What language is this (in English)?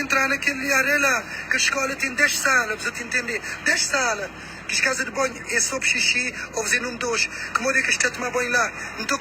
Kabuverdianu